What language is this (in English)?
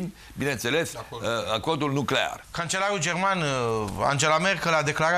Romanian